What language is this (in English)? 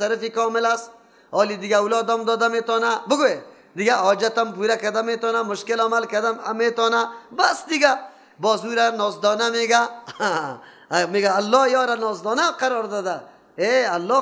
Persian